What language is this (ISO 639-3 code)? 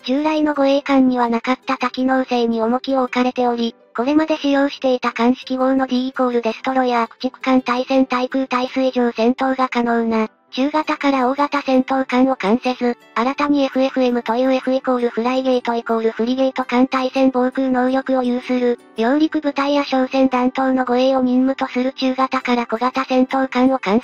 jpn